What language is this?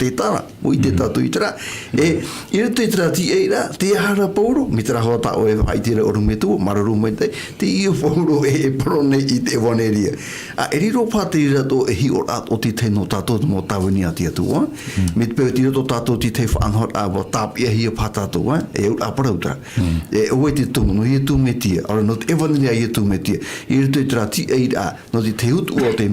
Tahitian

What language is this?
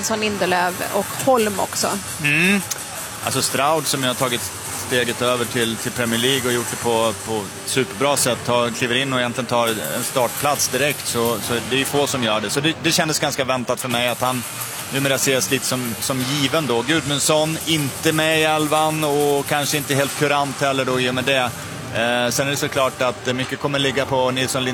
Swedish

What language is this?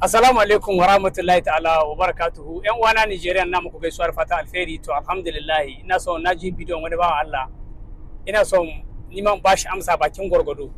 Hausa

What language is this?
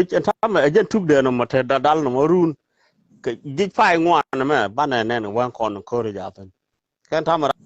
Nuer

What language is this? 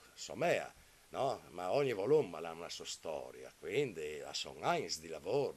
Italian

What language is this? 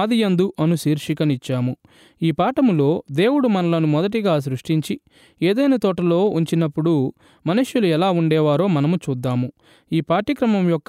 Telugu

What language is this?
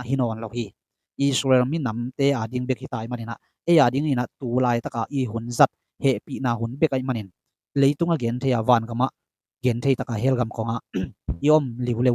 Tedim Chin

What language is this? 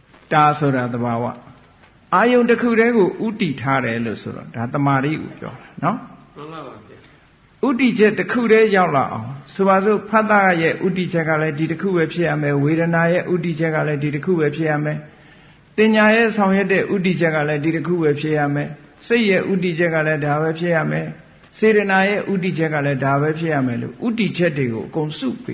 Burmese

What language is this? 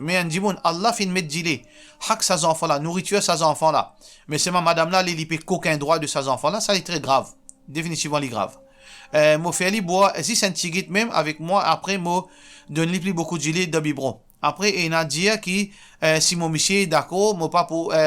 Morisyen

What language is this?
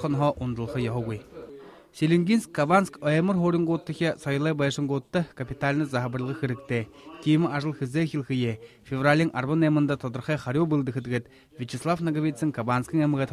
Buriat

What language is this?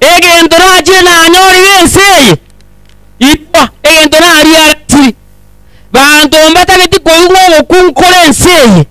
Gusii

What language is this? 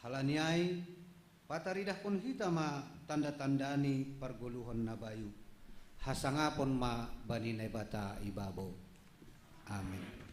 Batak Simalungun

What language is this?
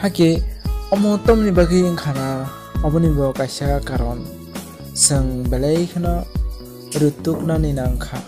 Kok Borok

